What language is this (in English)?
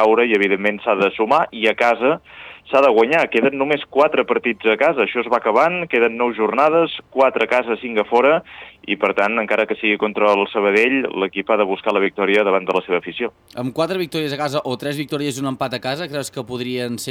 Catalan